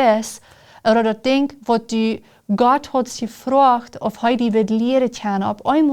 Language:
Plautdietsch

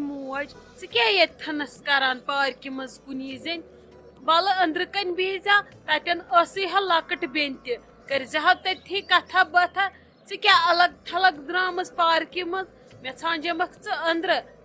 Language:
Kashmiri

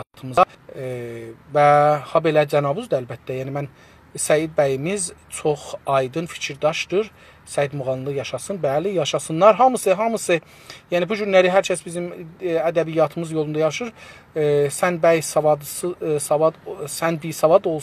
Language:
South Azerbaijani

